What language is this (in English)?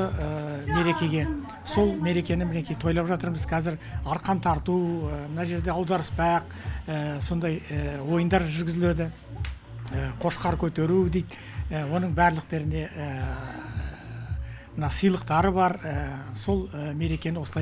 Kazakh